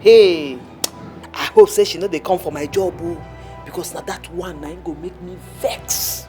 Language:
Nigerian Pidgin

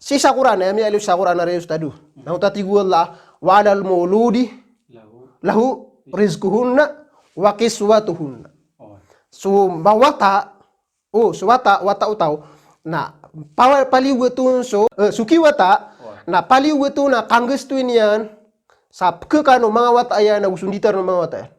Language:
Maranao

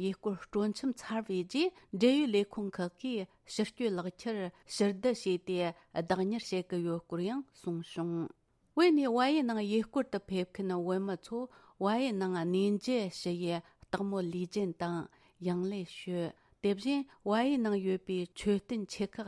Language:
Tibetan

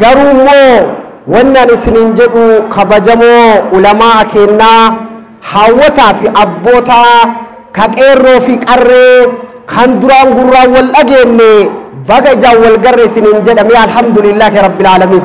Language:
Oromo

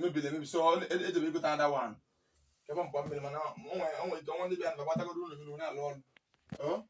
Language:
Igbo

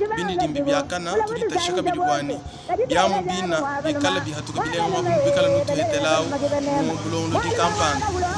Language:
Luba-Lulua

